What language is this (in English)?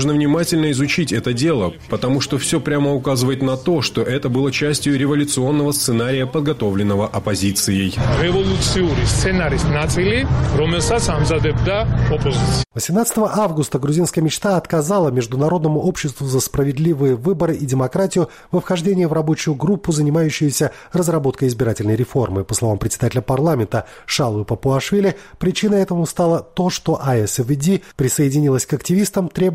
Russian